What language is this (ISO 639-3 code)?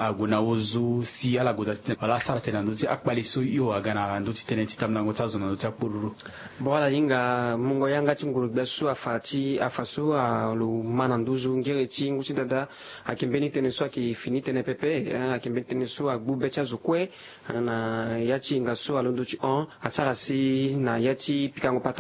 sag